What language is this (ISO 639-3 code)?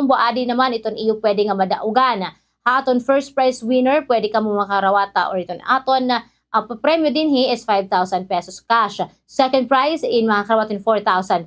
war